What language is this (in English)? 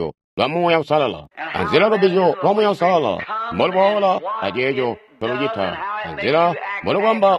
Tonga (Zambia)